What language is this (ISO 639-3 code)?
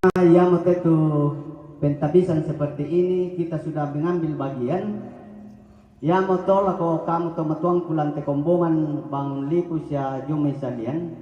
sda